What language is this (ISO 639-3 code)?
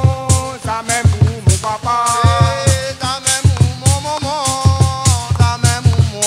rcf